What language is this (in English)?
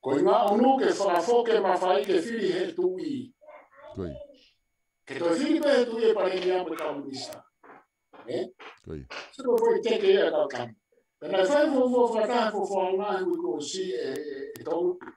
Tongan